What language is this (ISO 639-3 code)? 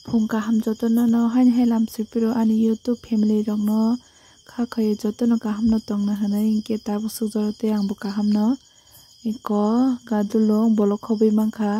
trp